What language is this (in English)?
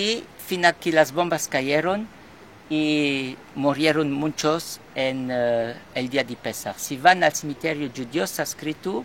Ladino